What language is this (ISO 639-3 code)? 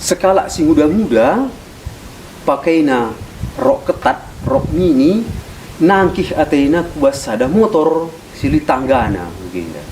btx